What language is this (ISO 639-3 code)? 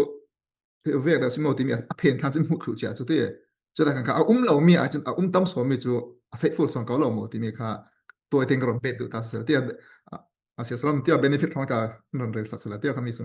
cfm